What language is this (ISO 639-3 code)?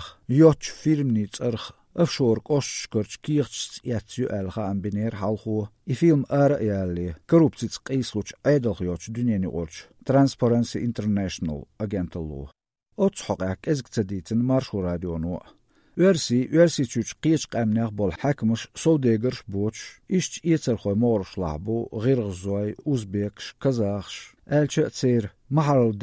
che